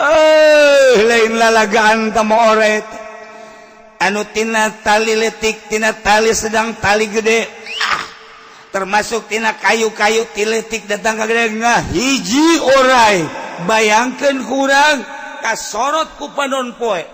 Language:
Sundanese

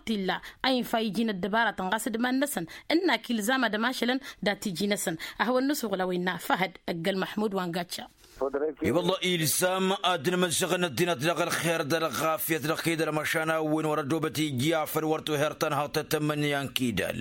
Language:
Tamasheq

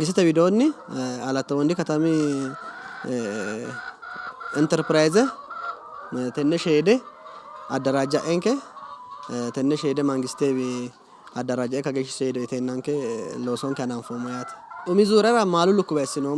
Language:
Sidamo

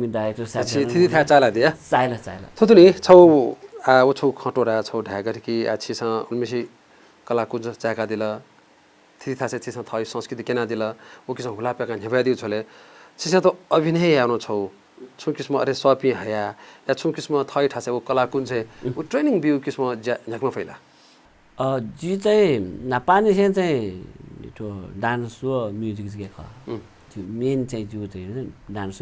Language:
Newari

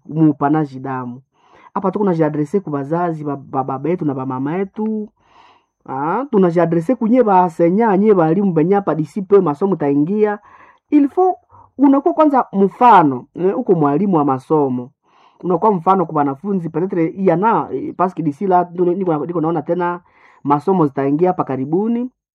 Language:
Swahili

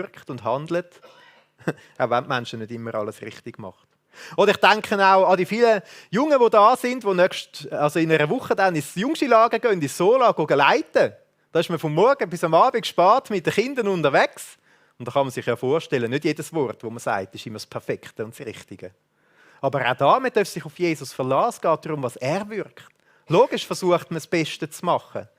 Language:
Swiss German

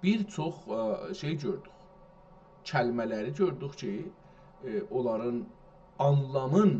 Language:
South Azerbaijani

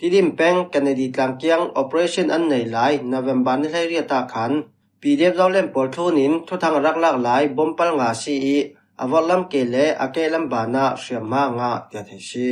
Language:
Falam Chin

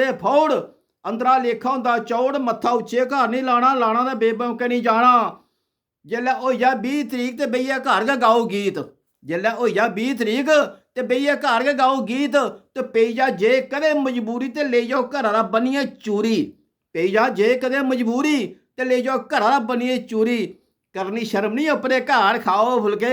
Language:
Dogri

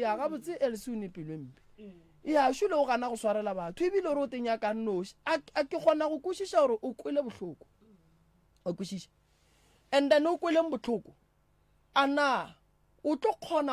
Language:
Northern Sotho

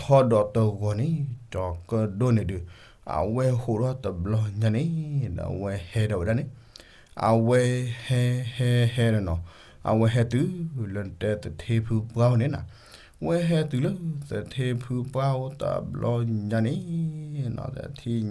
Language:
S'gaw Karen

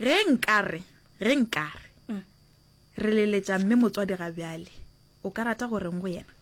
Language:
Northern Sotho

